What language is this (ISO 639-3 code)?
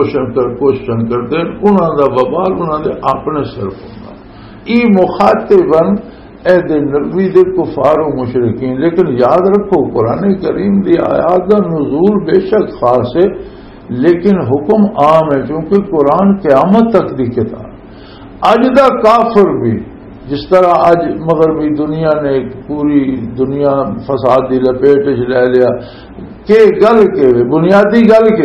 lah